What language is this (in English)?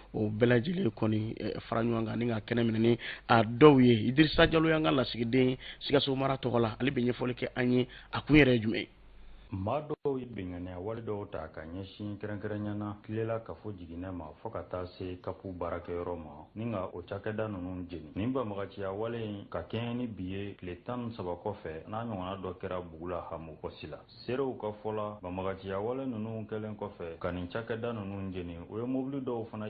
Bambara